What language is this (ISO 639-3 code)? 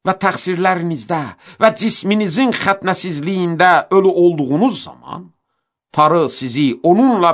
aze